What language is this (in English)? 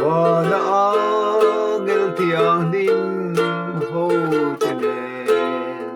Mizo